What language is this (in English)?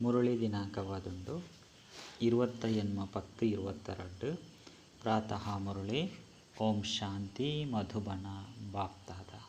Tulu